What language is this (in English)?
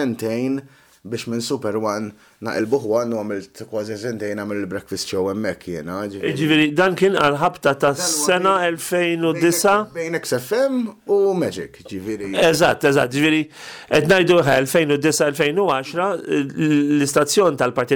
Maltese